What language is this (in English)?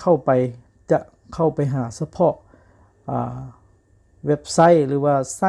Lao